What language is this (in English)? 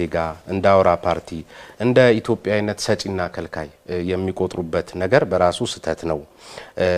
Amharic